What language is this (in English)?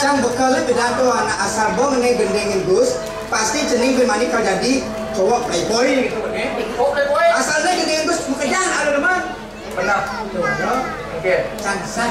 Balinese